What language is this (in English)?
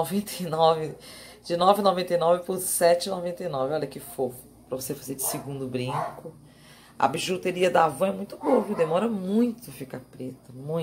Portuguese